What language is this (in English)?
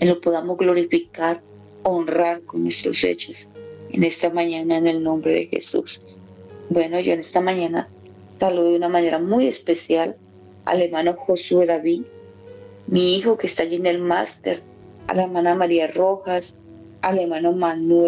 Spanish